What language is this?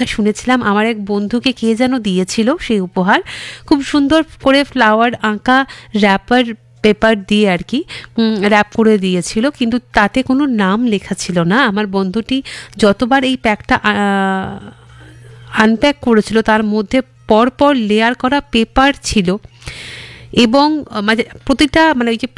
Bangla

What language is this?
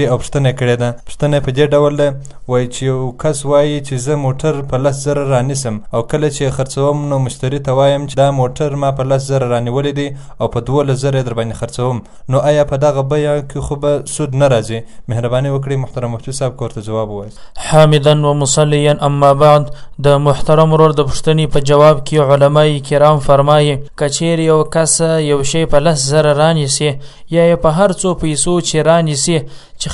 Pashto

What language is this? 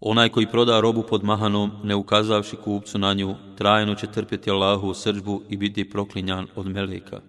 Bosnian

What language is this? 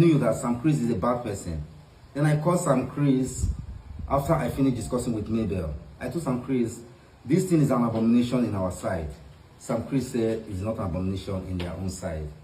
Nigerian Pidgin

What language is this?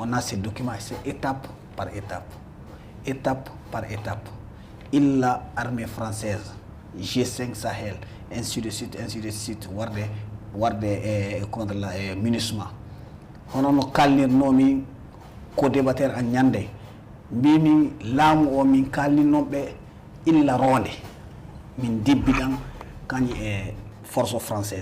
Fula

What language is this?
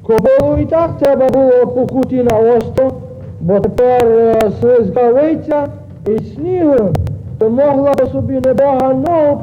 Rusyn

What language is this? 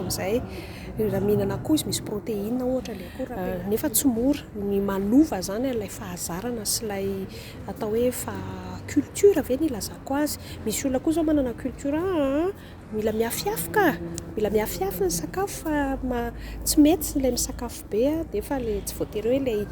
Malagasy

